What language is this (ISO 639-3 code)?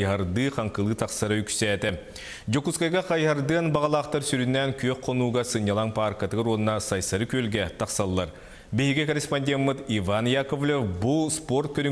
sah